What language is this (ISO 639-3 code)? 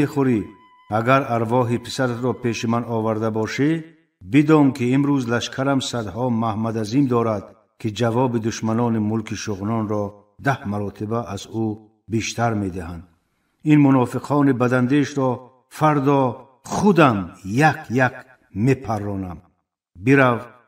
tgk